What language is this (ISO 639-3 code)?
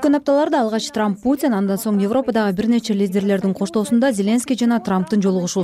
kir